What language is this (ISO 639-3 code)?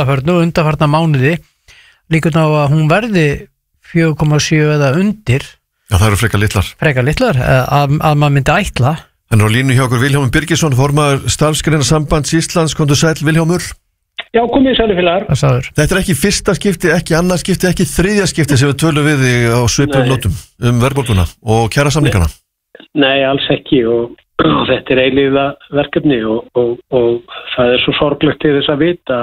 isl